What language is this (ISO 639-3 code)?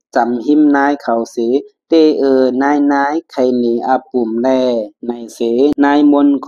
shn